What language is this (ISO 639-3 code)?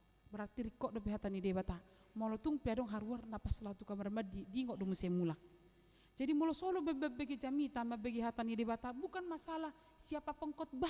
bbc